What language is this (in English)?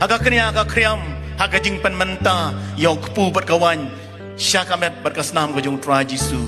Khasi